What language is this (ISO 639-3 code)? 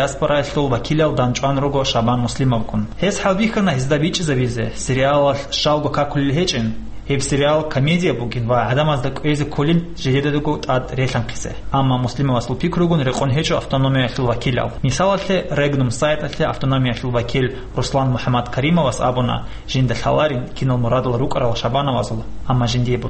ava